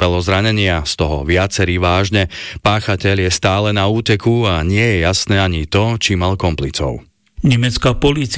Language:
Slovak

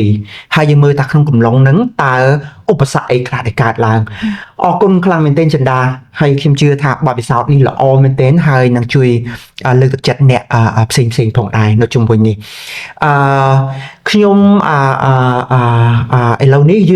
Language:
Khmer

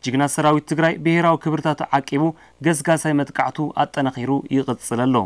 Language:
Tigrinya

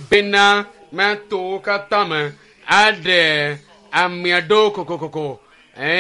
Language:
Ewe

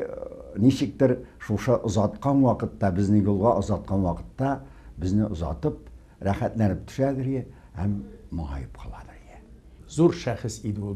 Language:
Tatar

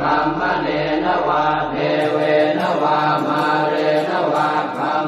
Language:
Pali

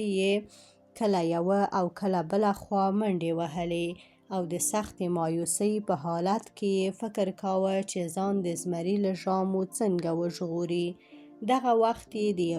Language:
Pashto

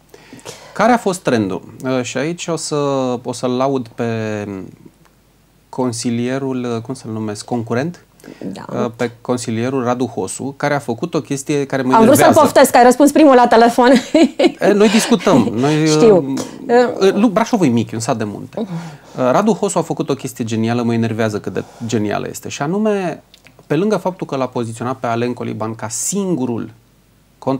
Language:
Romanian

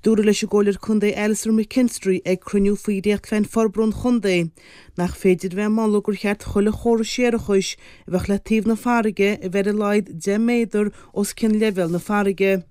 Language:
Irish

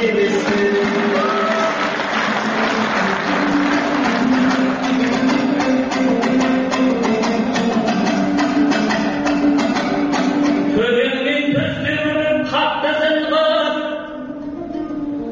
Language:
Kazakh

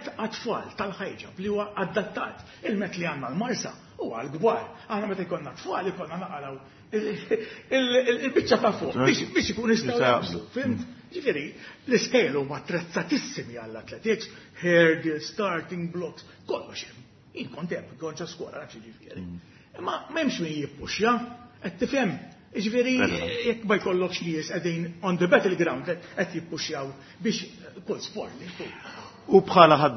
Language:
Maltese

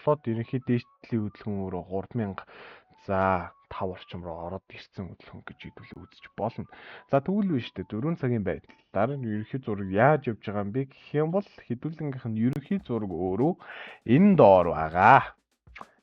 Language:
Mongolian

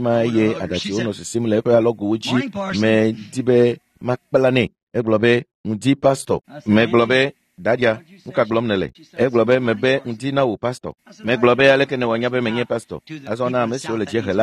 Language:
Ewe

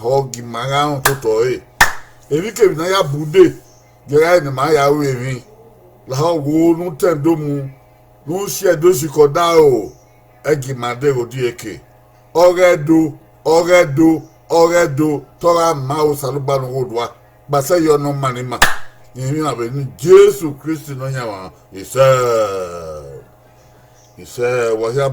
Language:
Bini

